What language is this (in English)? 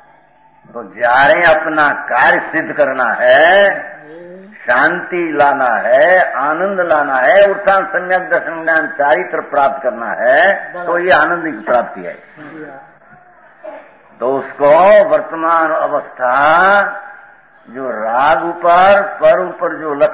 Hindi